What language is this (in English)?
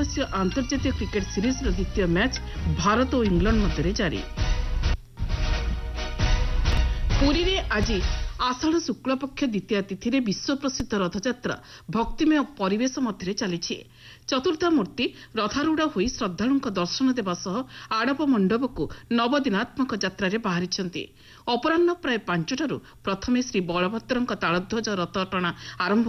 Odia